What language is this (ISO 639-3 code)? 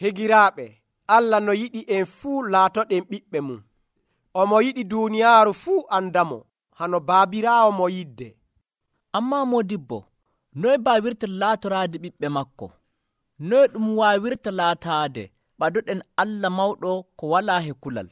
fuv